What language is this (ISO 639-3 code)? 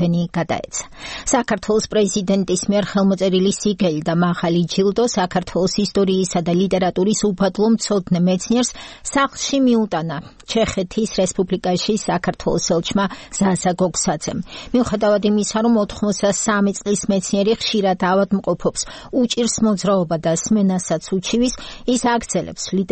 kat